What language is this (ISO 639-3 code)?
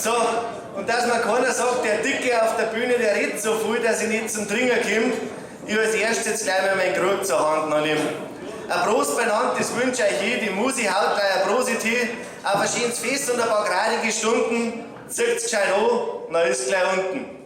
bar